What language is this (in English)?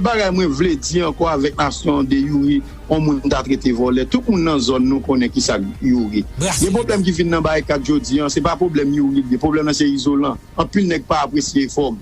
Haitian Creole